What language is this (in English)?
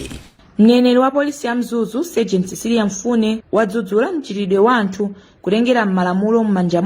Nyanja